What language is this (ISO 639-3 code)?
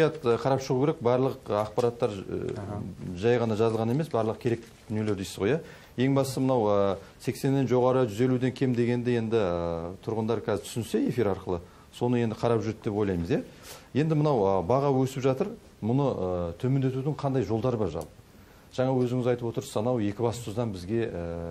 kaz